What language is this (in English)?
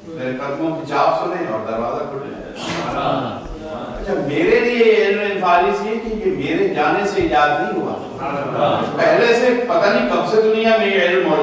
Urdu